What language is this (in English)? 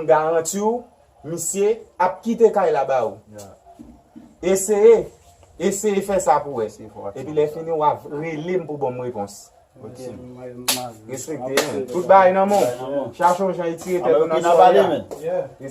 Haitian Creole